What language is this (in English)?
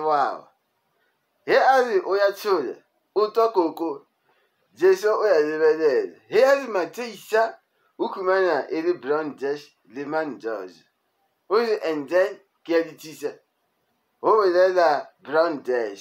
Zulu